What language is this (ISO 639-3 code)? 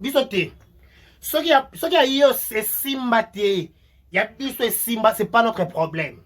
lin